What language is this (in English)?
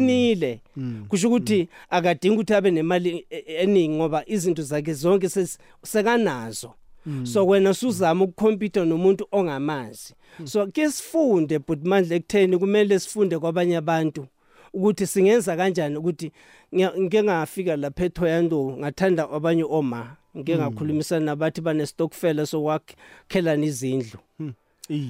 South Ndebele